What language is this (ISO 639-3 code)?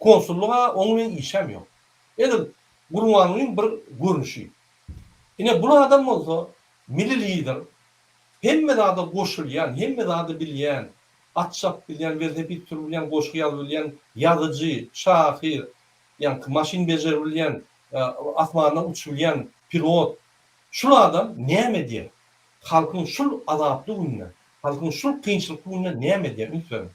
tuk